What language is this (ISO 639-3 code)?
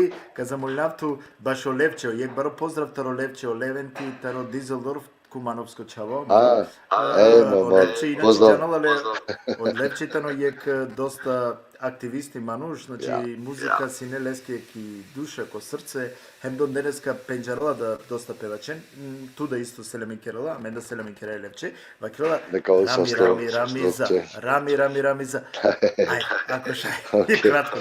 rmn